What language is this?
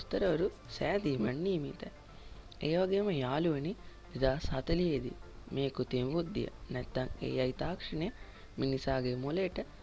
Sinhala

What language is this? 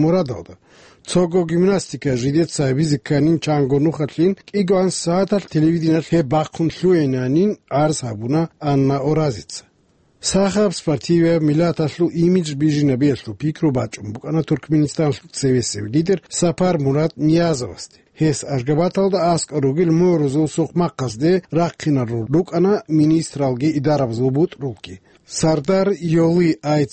Avaric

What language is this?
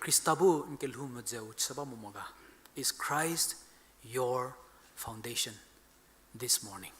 Angami Naga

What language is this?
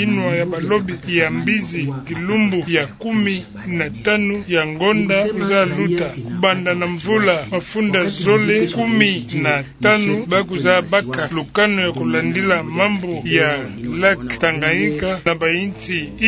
Kituba (Democratic Republic of Congo)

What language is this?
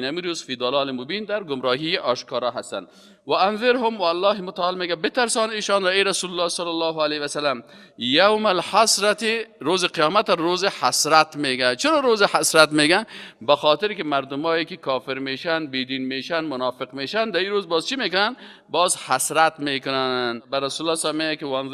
Persian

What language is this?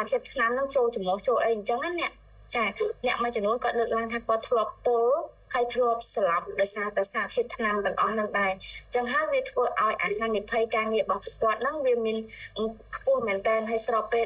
Khmer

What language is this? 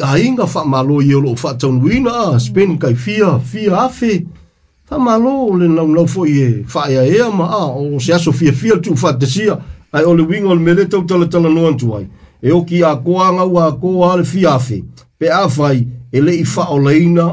Samoan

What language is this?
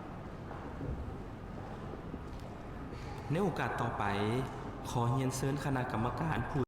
Lao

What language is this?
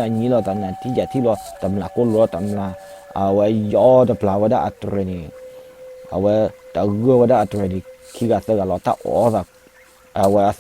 S'gaw Karen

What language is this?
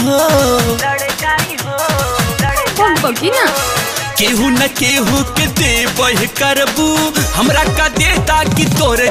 Bhojpuri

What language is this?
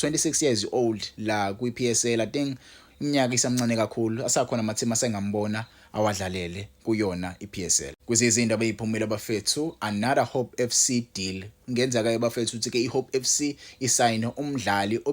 Zulu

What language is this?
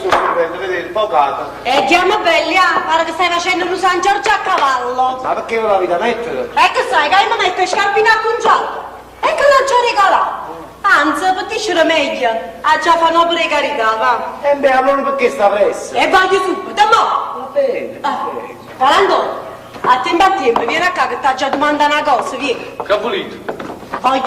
Neapolitan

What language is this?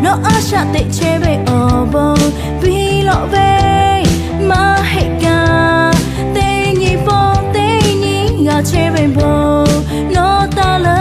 Lahu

